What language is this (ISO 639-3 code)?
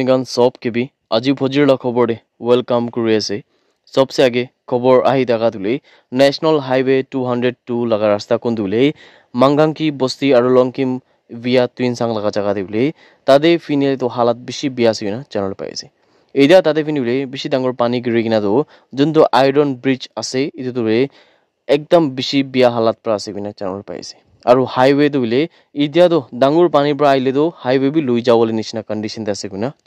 nag